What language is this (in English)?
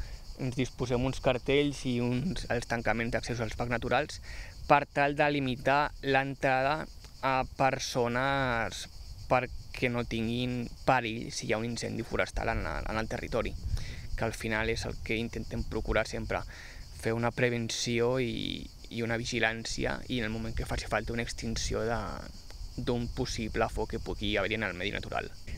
Catalan